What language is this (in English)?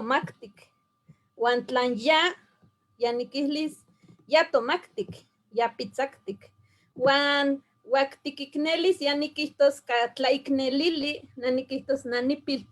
Eastern Huasteca Nahuatl